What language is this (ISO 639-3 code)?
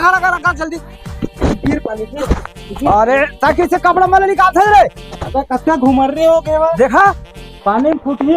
hne